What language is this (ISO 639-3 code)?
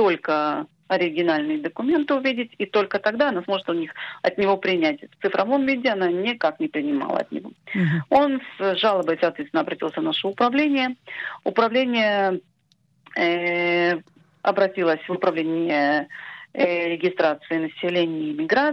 rus